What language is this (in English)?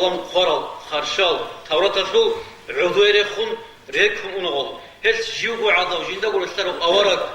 Avaric